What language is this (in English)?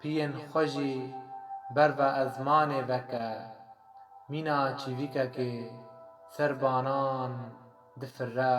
Kurdish